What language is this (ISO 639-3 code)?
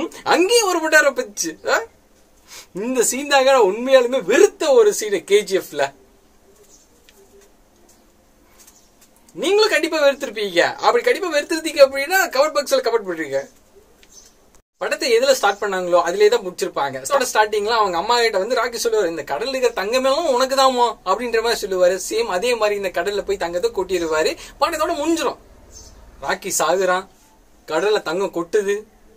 tam